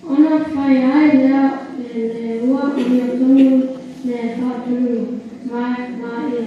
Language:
Samoan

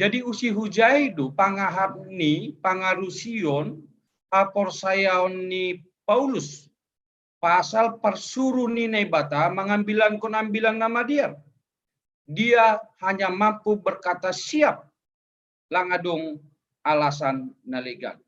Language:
Batak Simalungun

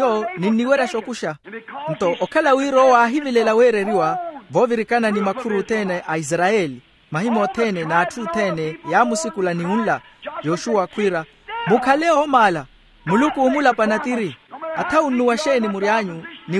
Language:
Makhuwa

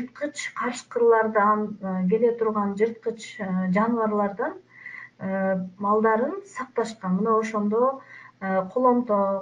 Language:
Kyrgyz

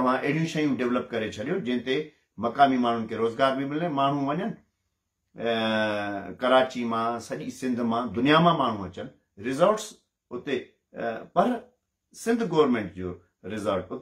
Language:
Sindhi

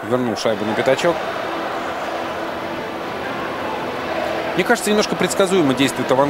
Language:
Russian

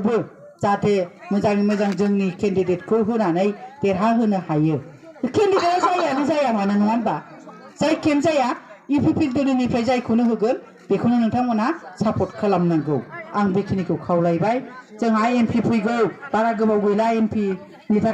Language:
Bodo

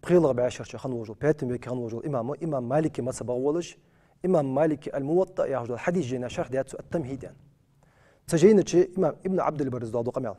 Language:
Ingush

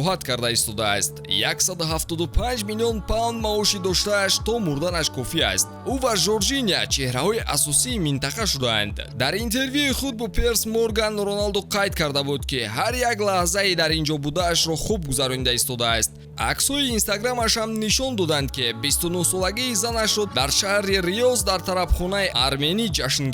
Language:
Tajik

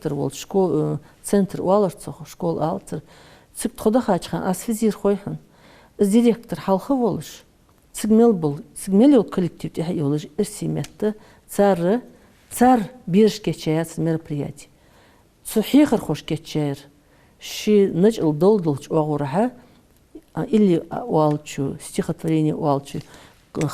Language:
Ingush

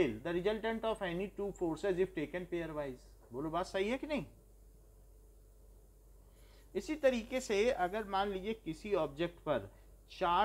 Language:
Hindi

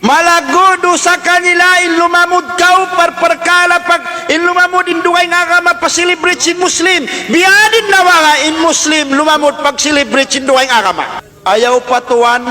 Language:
Tausug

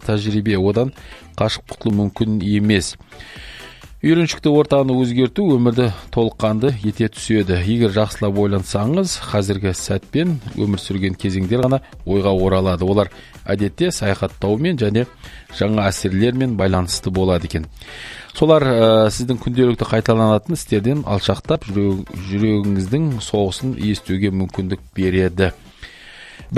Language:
Kazakh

